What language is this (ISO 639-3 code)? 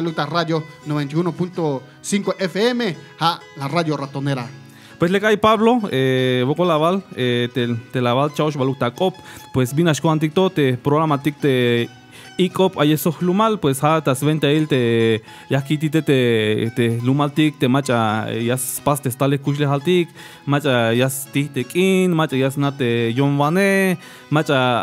tzh